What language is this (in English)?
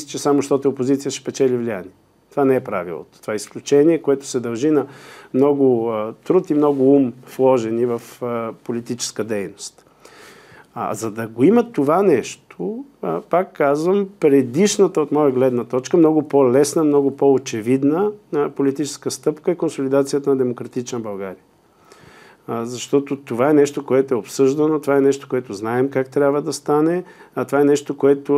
Bulgarian